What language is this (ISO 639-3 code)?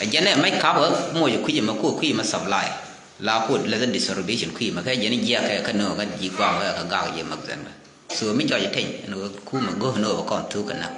nus